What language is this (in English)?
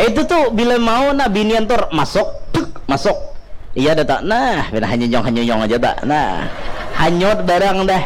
Banjar